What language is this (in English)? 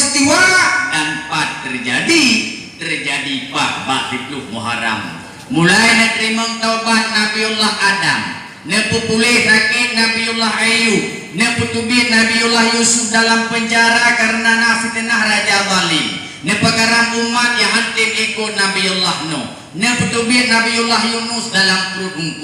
Achinese